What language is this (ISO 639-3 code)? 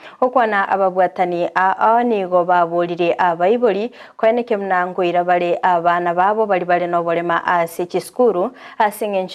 guz